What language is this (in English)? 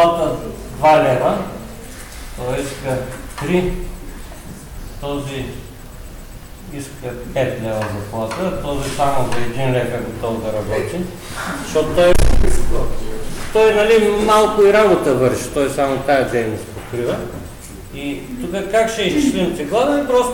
Bulgarian